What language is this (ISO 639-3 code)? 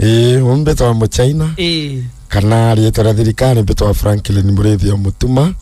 mer